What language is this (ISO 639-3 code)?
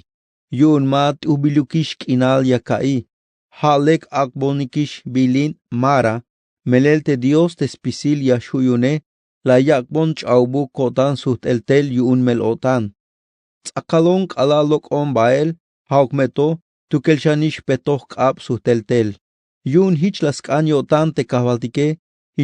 tzh